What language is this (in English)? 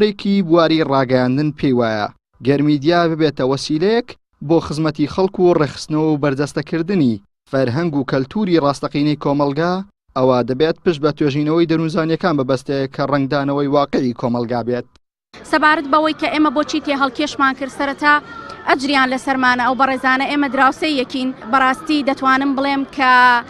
Central Kurdish